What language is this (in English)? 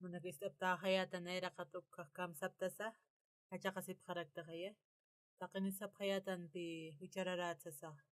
Aymara